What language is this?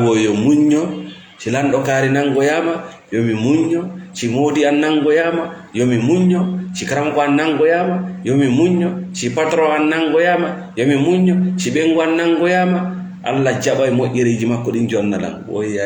Fula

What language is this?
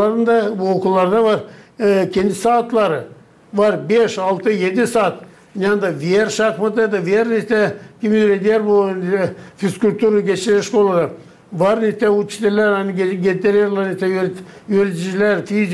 Gagauz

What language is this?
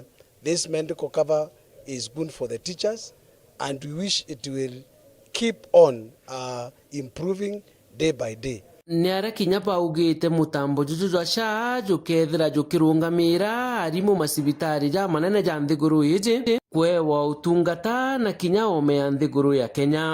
Meru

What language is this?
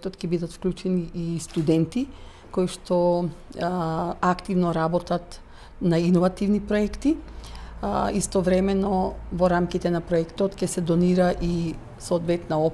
Macedonian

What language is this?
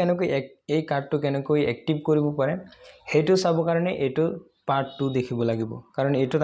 Assamese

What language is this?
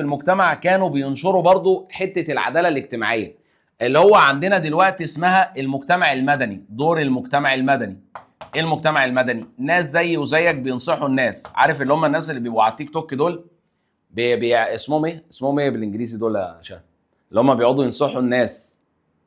Egyptian Arabic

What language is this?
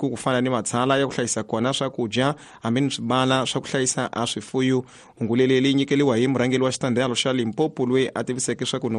Tsonga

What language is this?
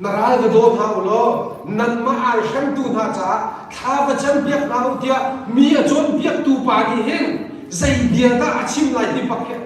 Hakha Chin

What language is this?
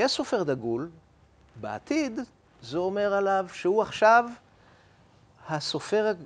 Hebrew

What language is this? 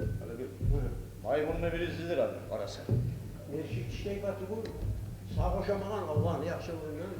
Kumyk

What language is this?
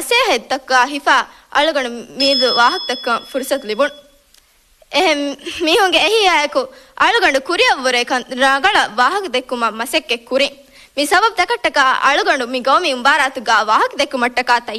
Divehi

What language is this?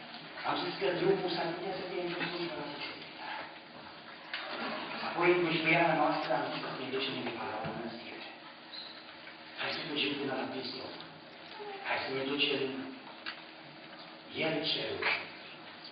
Romanian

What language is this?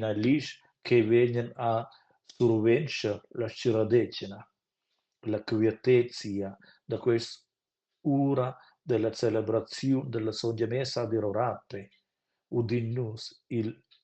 Romansh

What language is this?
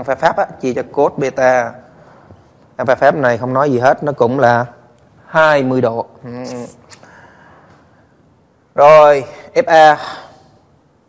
Vietnamese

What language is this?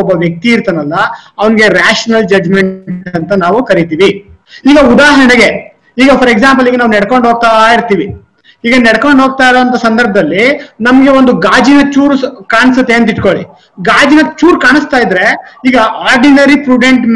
Kannada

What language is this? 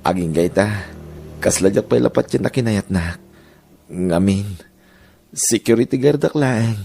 Iloko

